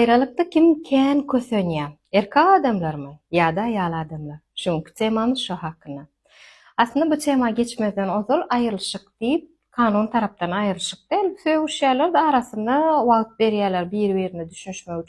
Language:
Turkmen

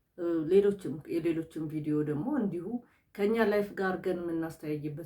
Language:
Amharic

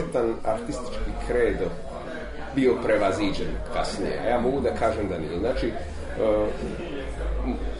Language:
Serbian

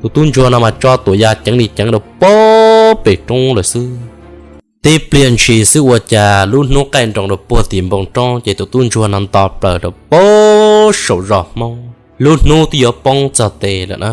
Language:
Hmong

